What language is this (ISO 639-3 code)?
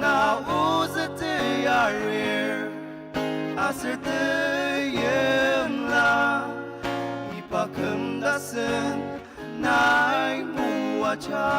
njo